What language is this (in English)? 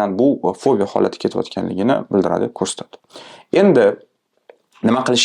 Uzbek